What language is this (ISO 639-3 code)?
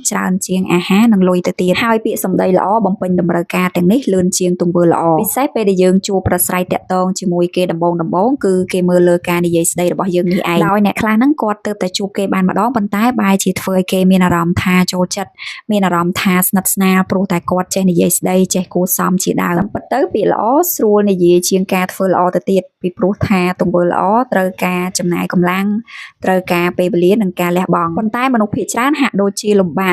khm